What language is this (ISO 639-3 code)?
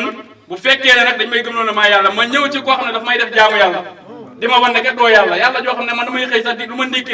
wol